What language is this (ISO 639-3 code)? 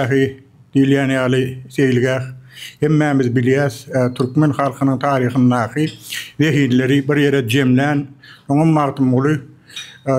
tuk